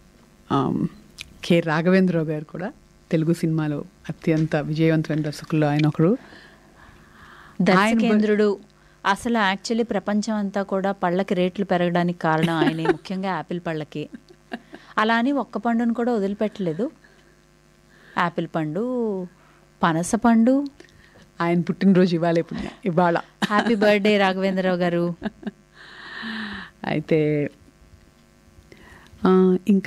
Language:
Telugu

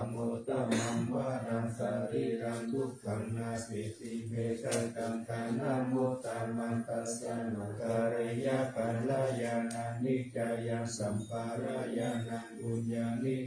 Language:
Pali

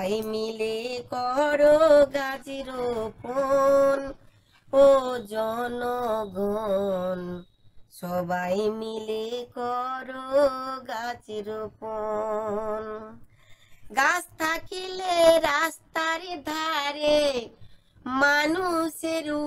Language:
Bangla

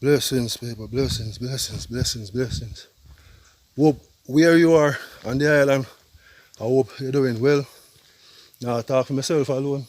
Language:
Jamaican Creole English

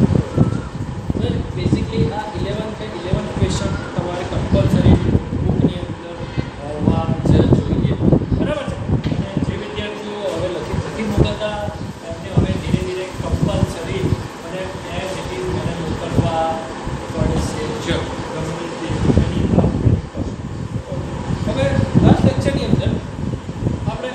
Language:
Gujarati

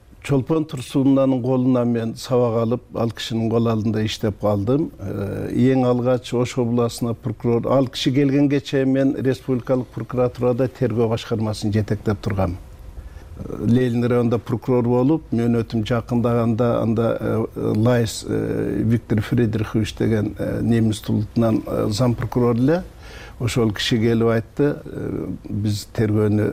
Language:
Kyrgyz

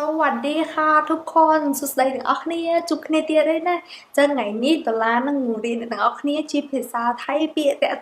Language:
Khmer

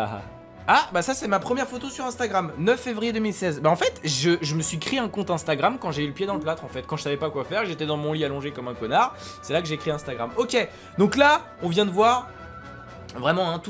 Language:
French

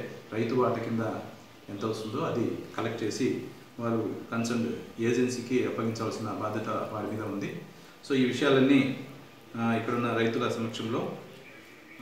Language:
Telugu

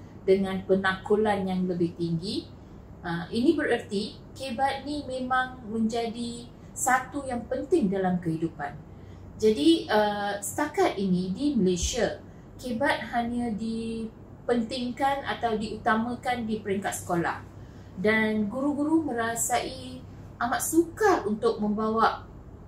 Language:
Malay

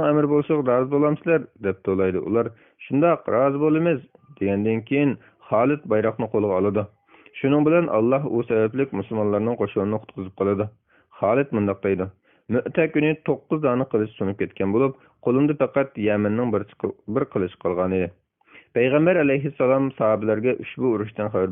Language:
Uyghur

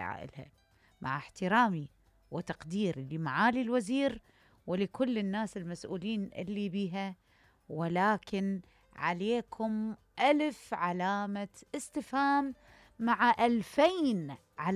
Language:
Mesopotamian Arabic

